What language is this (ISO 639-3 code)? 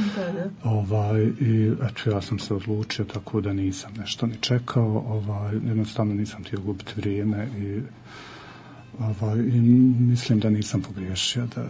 bos